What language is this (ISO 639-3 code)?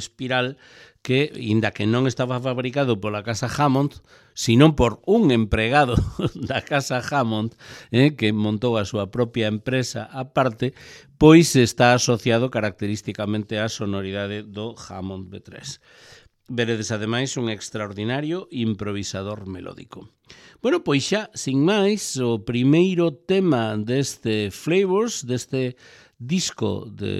glg